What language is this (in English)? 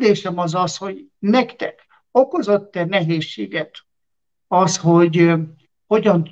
Hungarian